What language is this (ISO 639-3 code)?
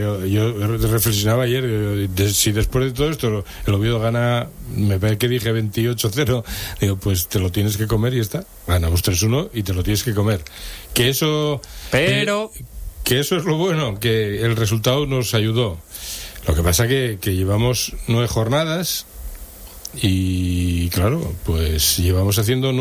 spa